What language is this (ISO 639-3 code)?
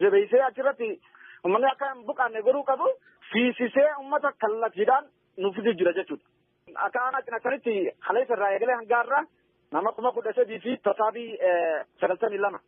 orm